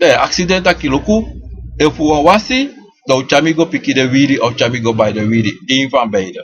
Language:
Sranan Tongo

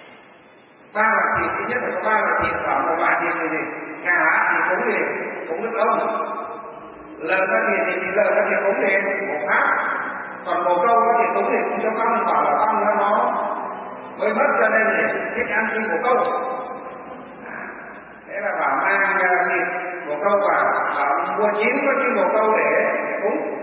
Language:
Vietnamese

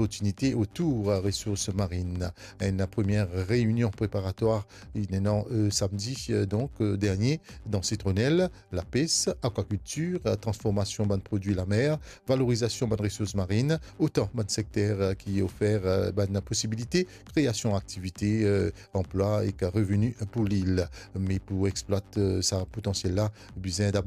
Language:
Morisyen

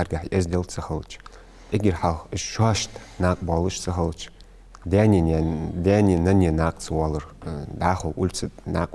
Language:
Ingush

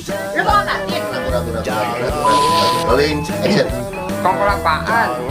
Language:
Betawi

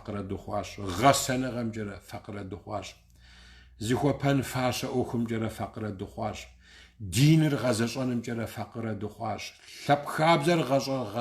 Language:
Kabardian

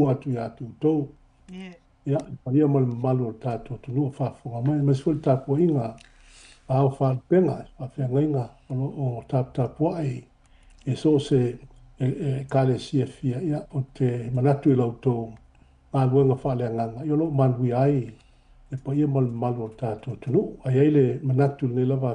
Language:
Samoan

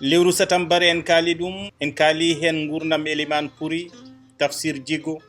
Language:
Fula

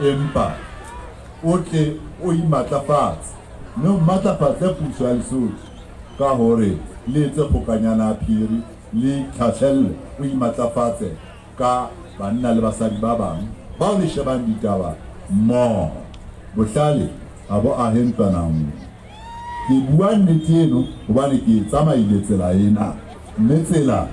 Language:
Southern Sotho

